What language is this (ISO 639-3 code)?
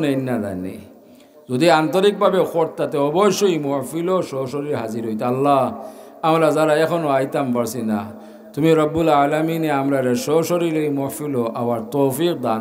syl